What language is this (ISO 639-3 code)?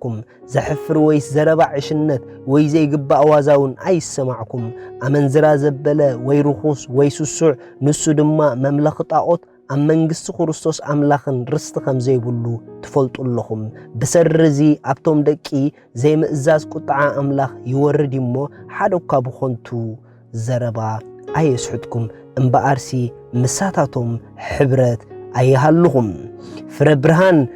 tir